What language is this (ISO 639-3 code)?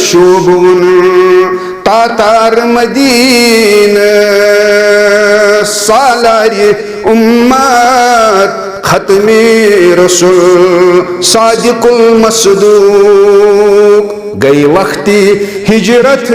kas